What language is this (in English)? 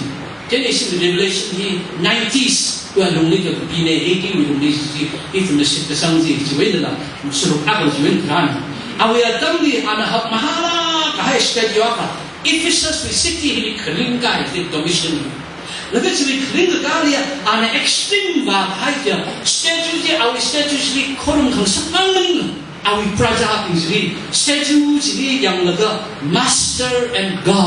Tangkhul Naga (India)